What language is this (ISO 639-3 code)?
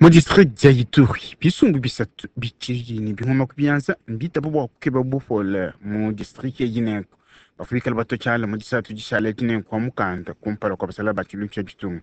lua